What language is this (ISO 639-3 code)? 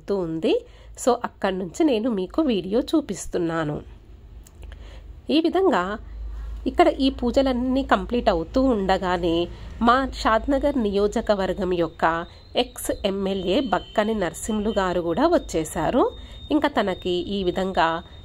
tel